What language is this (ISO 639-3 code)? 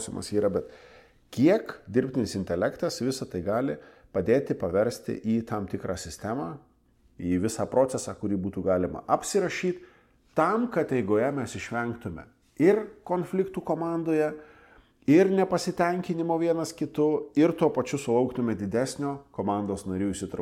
lit